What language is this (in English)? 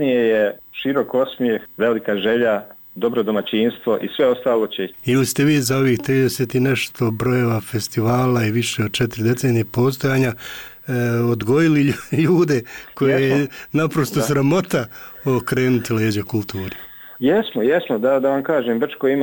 Bosnian